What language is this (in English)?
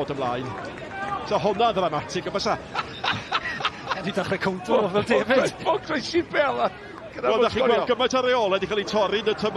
Welsh